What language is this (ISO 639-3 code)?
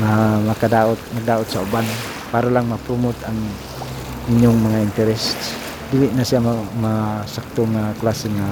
ceb